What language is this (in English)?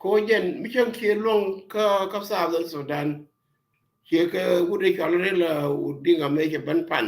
Nuer